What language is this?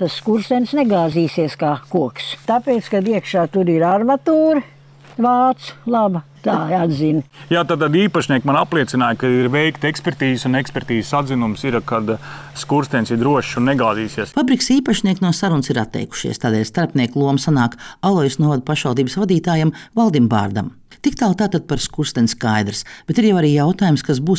Latvian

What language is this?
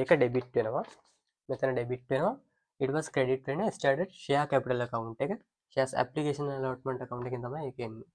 Sinhala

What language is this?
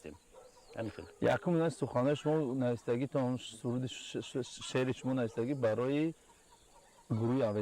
Tajik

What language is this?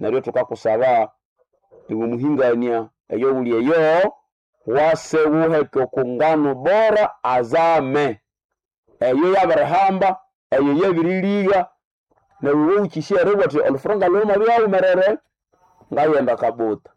Nande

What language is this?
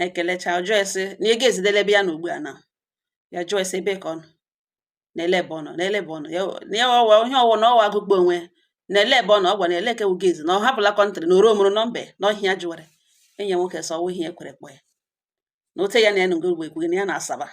Igbo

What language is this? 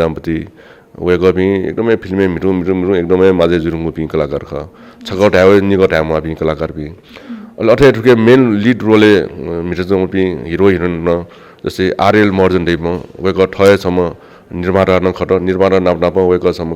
Newari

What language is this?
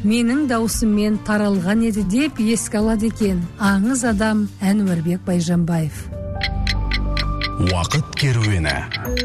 Kazakh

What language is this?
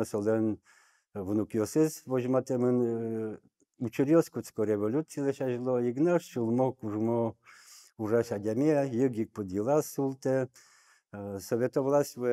Udmurt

